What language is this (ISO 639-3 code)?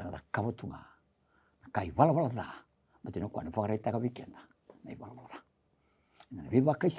fij